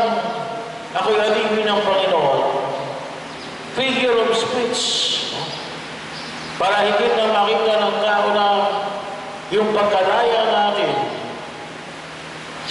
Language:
Filipino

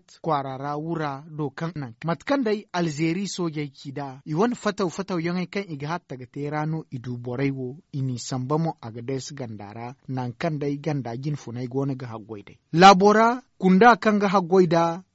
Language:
Zarma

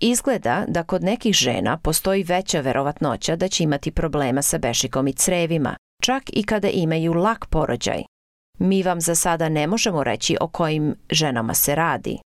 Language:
Serbian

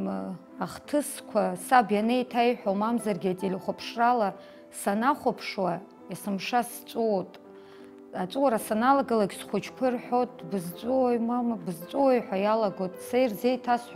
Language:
Abkhazian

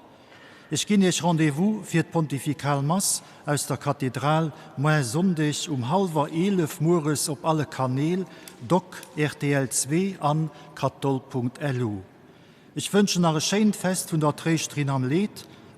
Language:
Luxembourgish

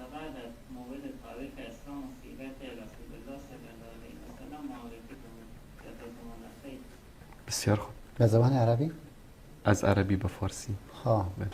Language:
Persian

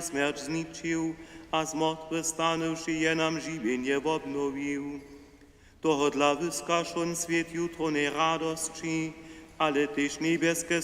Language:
Upper Sorbian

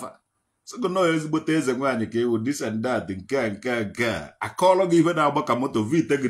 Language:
Igbo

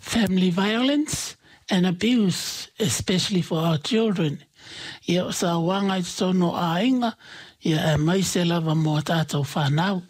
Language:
Samoan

